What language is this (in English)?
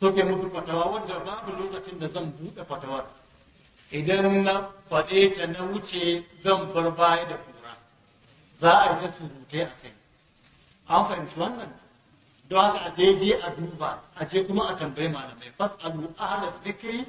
Hausa